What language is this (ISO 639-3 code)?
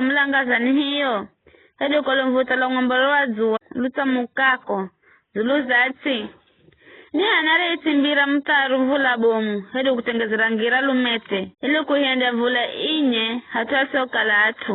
nyf